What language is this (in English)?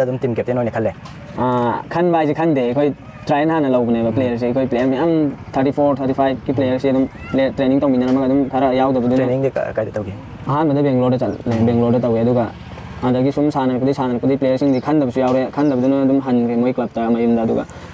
Manipuri